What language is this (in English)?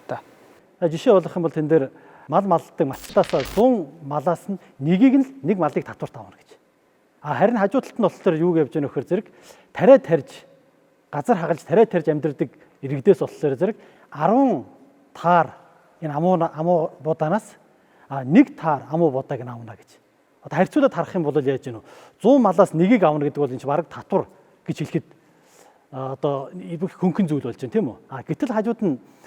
Mongolian